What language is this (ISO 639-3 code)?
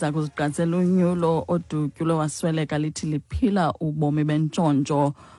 xho